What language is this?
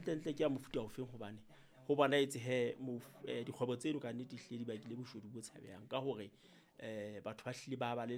Southern Sotho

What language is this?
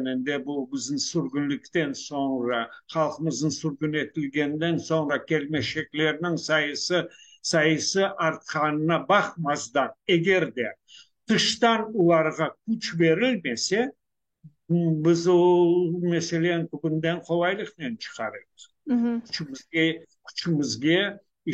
Crimean Tatar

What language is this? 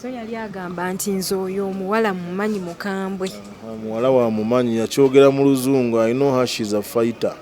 Ganda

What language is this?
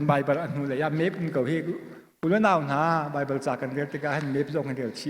Hakha Chin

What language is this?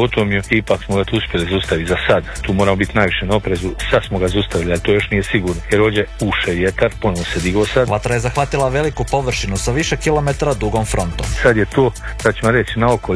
Croatian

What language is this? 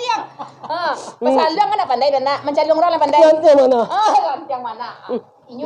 Minangkabau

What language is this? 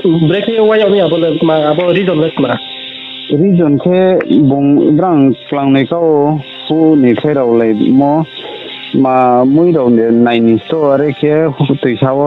Riang (India)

